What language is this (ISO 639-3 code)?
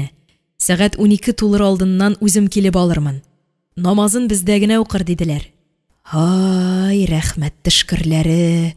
tat